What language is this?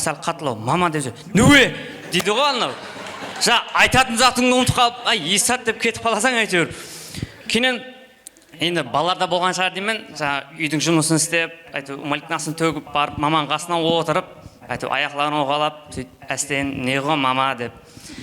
Kara-Kalpak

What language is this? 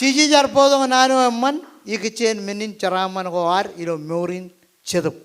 Marshallese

